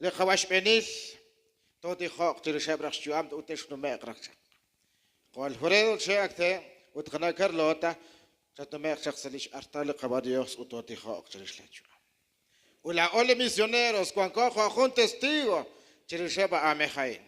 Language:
Kekchí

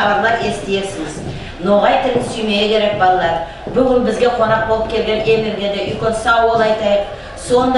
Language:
Nogai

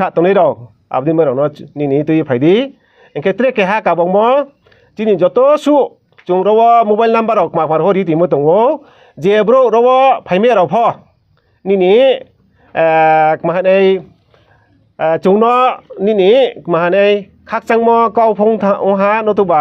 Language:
Riang (India)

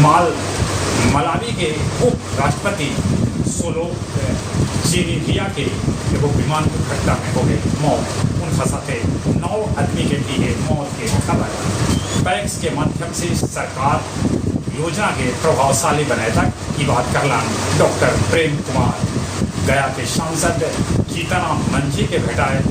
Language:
Magahi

